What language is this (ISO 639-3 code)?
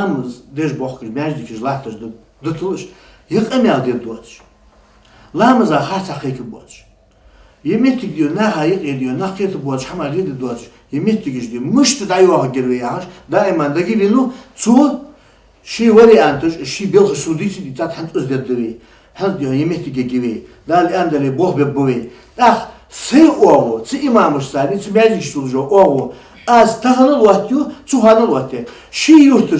inh